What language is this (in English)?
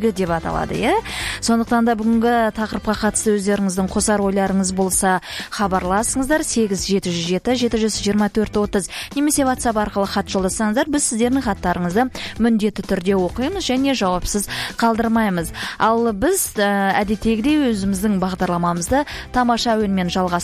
Kazakh